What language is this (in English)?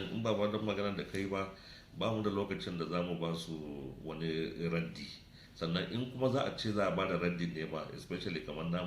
Hausa